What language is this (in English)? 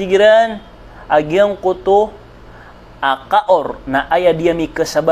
Maranao